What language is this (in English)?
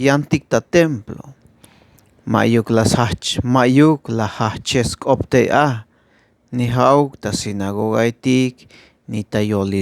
Tzeltal